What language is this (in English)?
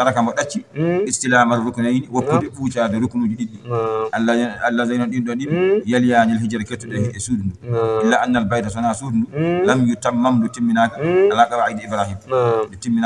Fula